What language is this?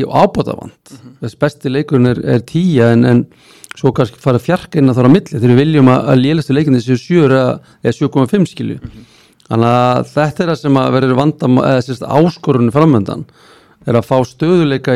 Icelandic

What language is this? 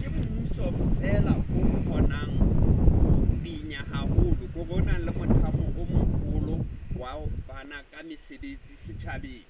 Southern Sotho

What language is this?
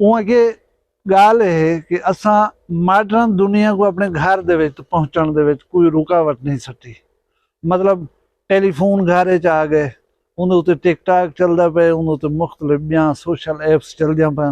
Saraiki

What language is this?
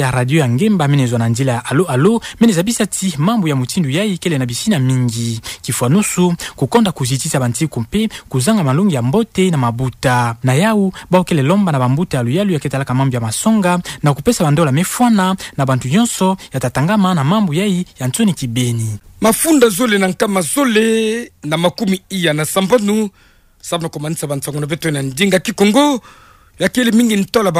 Kituba (Democratic Republic of Congo)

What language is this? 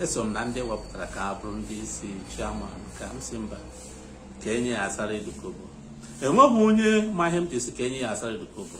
Igbo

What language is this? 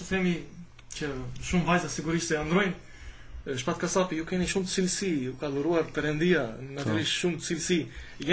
Albanian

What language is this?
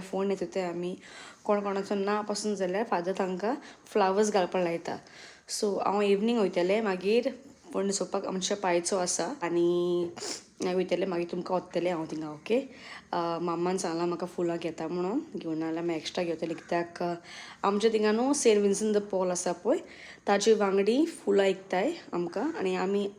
Konkani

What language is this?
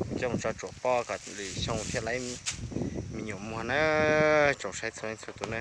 Hmong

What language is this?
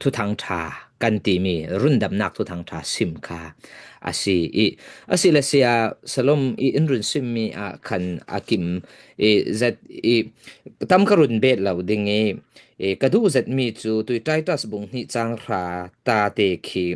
Falam Chin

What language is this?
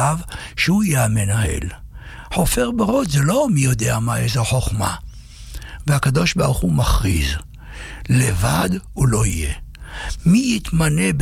Hebrew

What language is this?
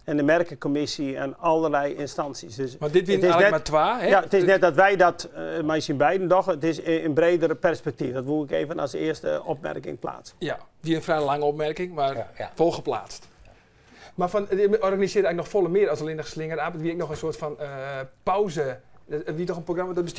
Western Frisian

